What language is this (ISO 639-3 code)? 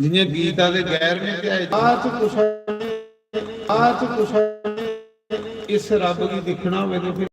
doi